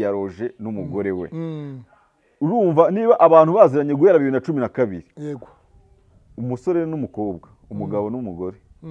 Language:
Kinyarwanda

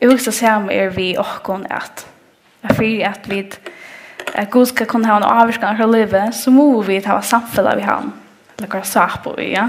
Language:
Faroese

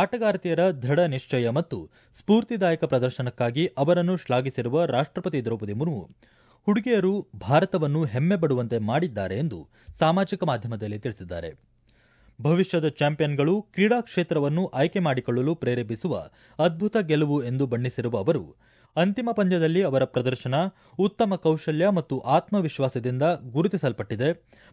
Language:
Kannada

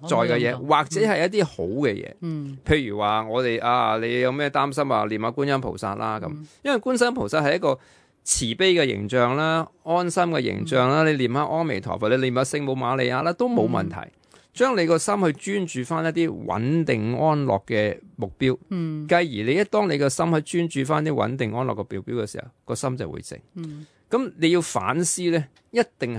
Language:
Cantonese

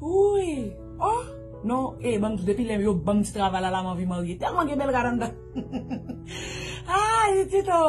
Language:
Haitian Creole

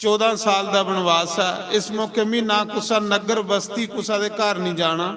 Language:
Dogri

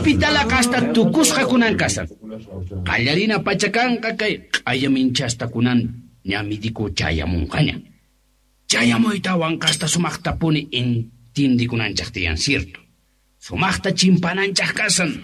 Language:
Quechua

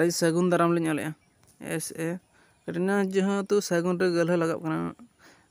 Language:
Santali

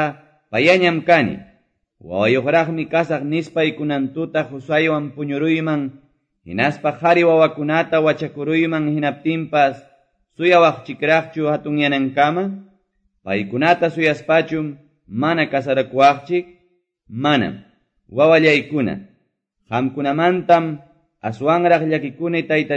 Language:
Quechua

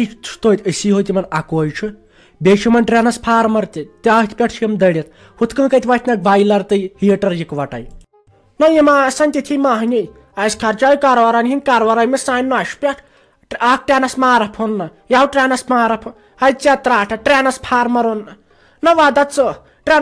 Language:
Kashmiri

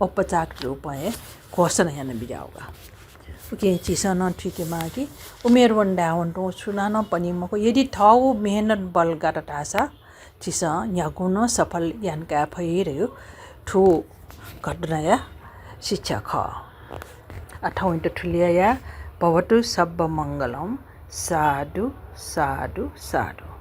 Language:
Newari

